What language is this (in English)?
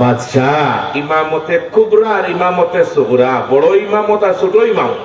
Sylheti